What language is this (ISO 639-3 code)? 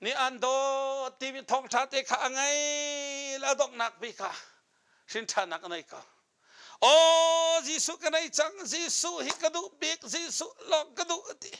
cnh